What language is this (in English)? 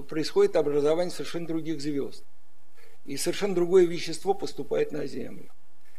Russian